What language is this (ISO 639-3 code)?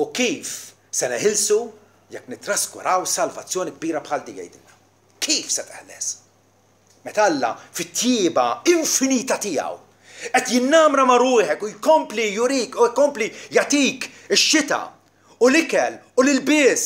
mlt